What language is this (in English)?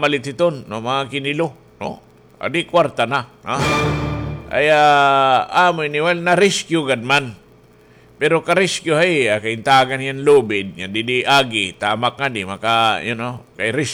Waray